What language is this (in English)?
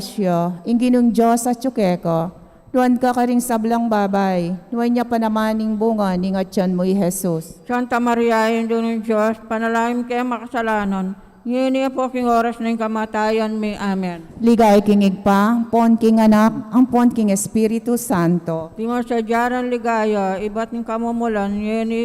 Pampanga